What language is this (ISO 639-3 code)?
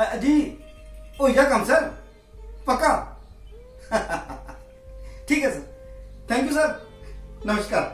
doi